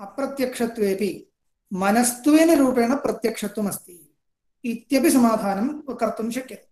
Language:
Sanskrit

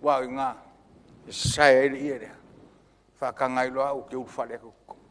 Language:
Samoan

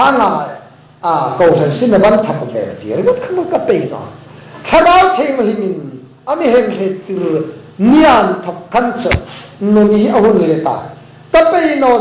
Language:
Hmar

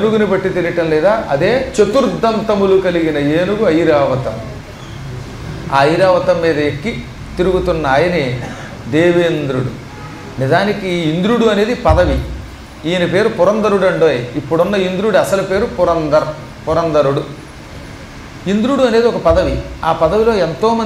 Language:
Telugu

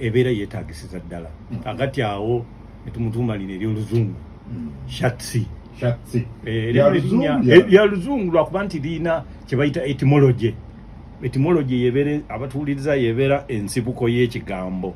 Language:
Ganda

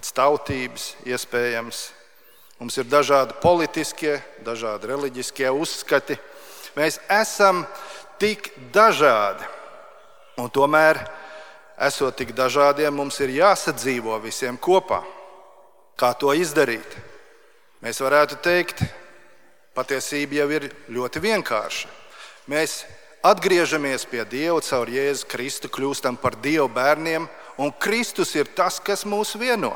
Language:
Latvian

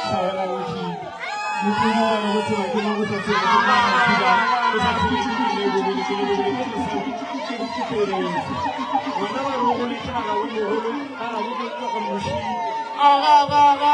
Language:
Northern Sotho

